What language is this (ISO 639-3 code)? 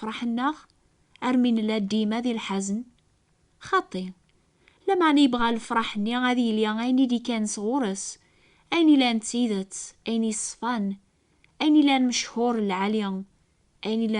kab